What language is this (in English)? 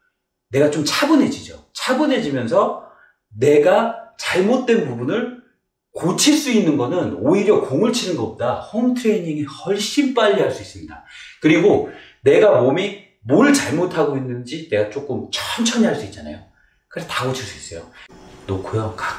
Korean